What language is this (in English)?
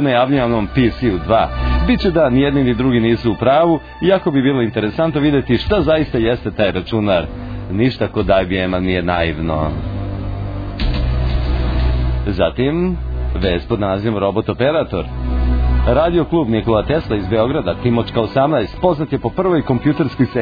Serbian